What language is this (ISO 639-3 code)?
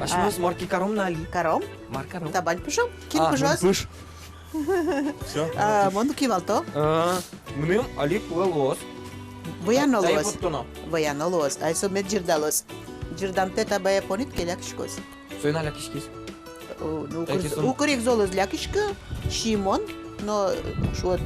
udm